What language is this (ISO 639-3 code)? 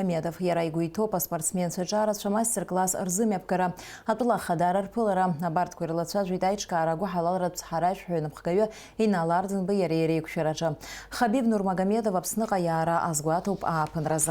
abk